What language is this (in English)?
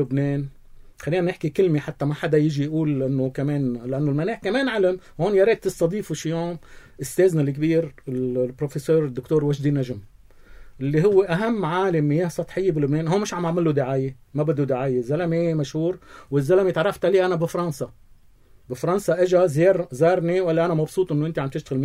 North Levantine Arabic